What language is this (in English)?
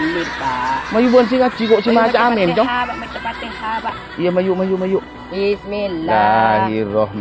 Madurese